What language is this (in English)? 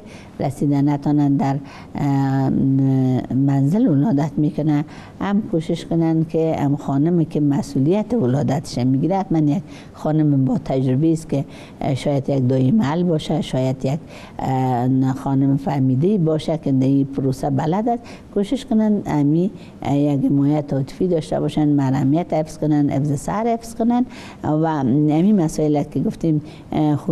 Persian